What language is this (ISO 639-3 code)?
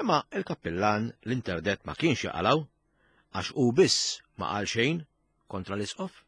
mlt